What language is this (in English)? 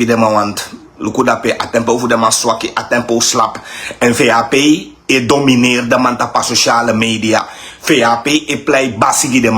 Sranan Tongo